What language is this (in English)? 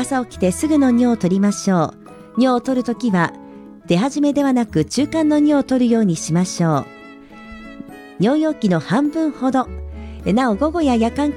Japanese